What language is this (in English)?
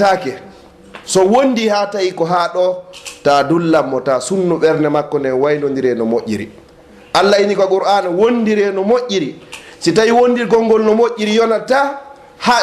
Fula